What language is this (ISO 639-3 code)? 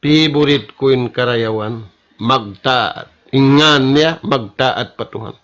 tsg